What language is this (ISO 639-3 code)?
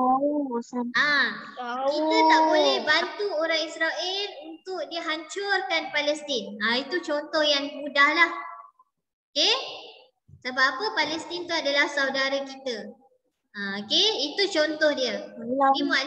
msa